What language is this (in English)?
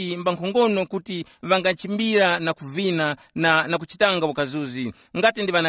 Tumbuka